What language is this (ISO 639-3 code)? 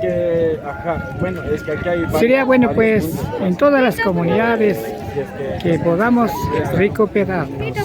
qvi